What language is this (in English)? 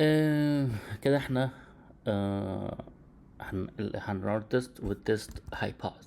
Egyptian Arabic